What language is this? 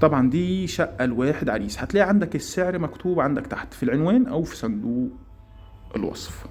Egyptian Arabic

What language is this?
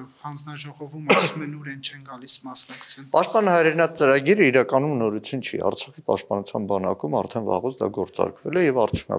Armenian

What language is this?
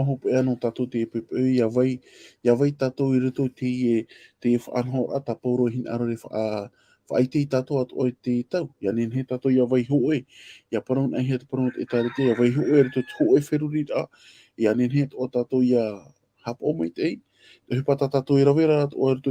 Tahitian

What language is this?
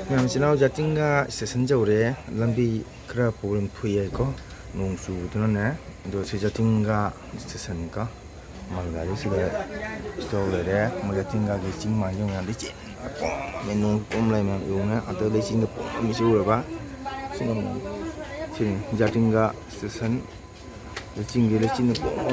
Manipuri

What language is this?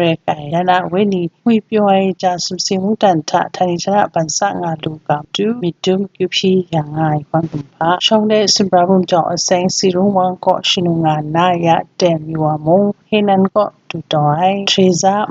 Kachin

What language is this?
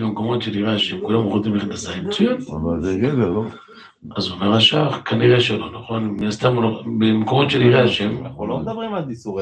Hebrew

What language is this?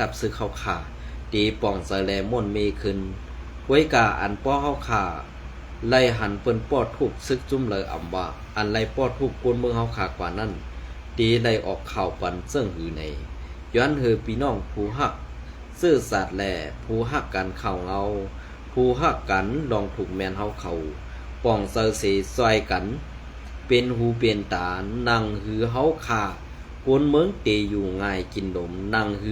Shan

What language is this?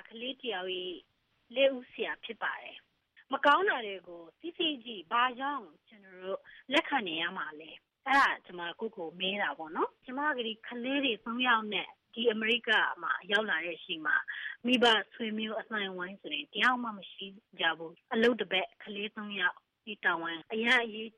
Burmese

